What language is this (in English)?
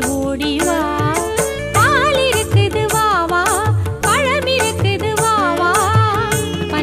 Tamil